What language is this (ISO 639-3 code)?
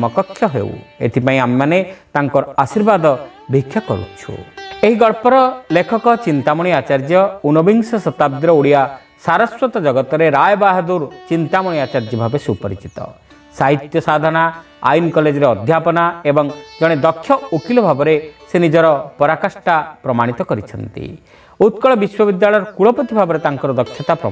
ori